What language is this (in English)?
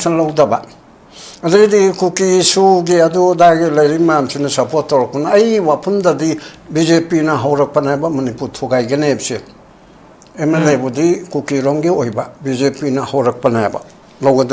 Manipuri